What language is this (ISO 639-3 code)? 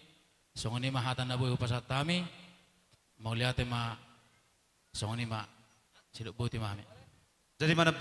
bbc